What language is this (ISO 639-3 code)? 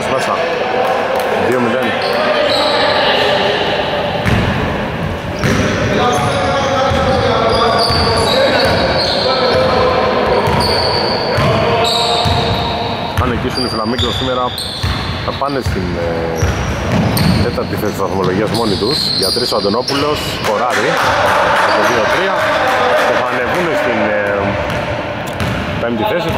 ell